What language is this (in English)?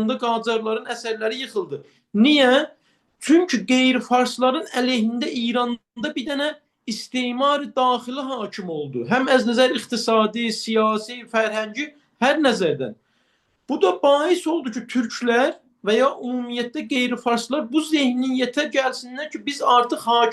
Azerbaijani